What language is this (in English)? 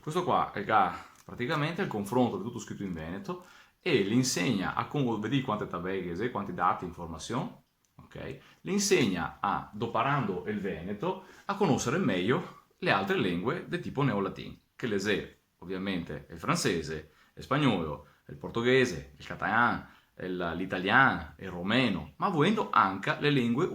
Venetian